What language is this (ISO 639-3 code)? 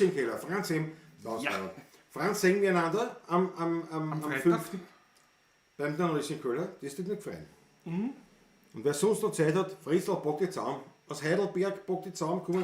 bar